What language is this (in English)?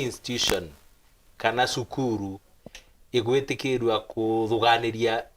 Meru